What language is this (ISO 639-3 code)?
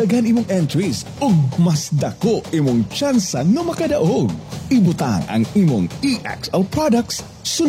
ceb